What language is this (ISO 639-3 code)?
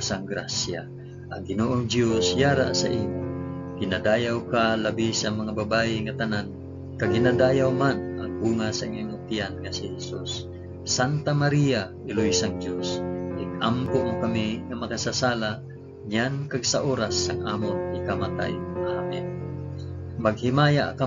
hil